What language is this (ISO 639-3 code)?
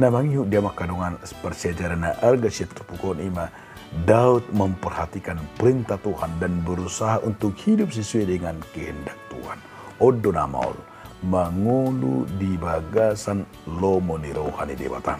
bbc